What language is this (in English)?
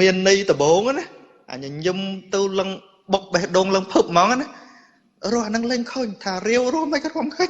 Khmer